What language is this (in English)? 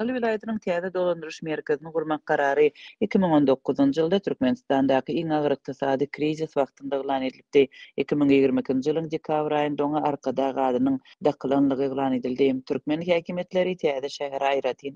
Turkmen